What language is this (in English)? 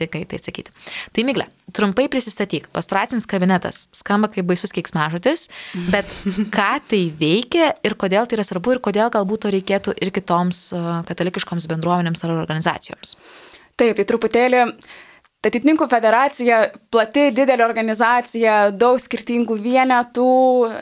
Lithuanian